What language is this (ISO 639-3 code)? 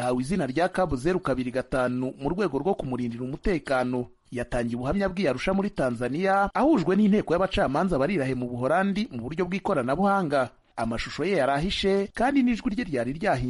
kin